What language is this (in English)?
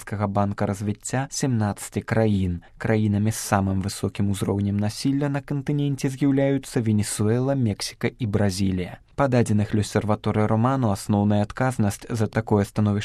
Belarusian